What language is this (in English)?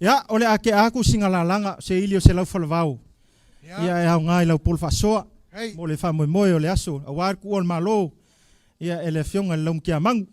Samoan